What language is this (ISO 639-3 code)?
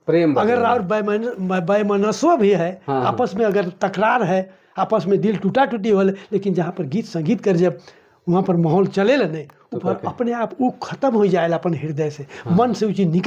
sck